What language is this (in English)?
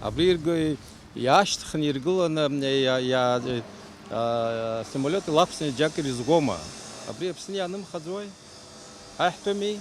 Abkhazian